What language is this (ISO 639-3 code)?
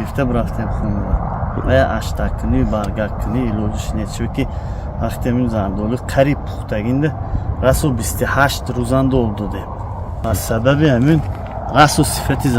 tgk